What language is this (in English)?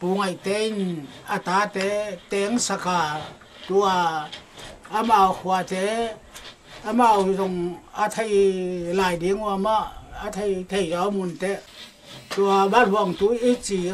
Paite Chin